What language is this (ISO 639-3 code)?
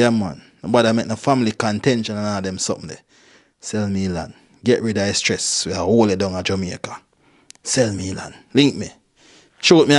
jam